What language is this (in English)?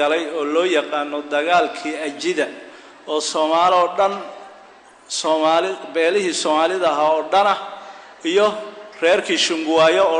Somali